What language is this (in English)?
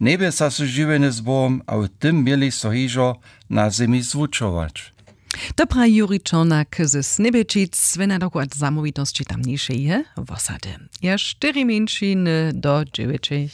Upper Sorbian